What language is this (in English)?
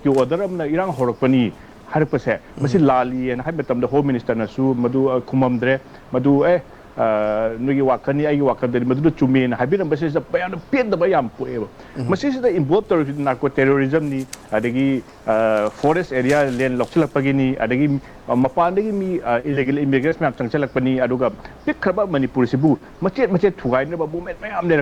Manipuri